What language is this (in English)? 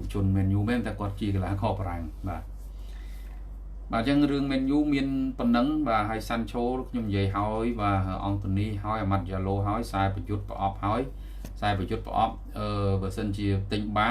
Khmer